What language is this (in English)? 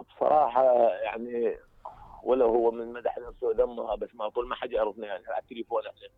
Mesopotamian Arabic